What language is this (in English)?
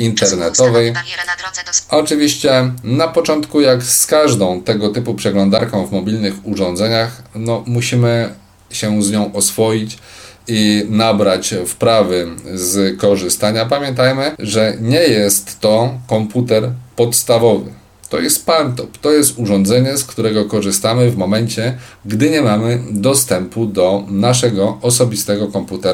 Polish